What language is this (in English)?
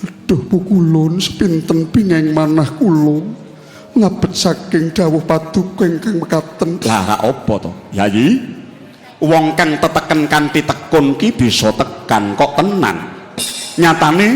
Javanese